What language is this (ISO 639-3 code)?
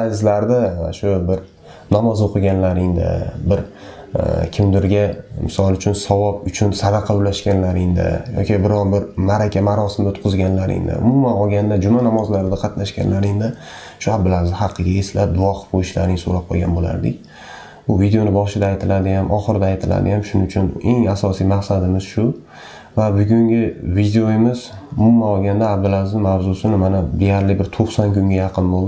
uzb